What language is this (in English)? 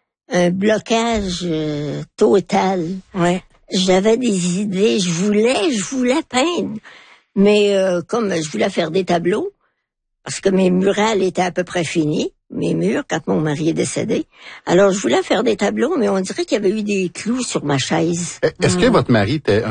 French